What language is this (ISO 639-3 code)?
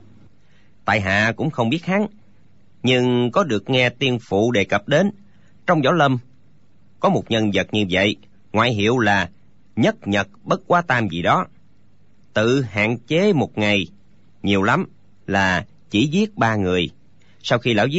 vie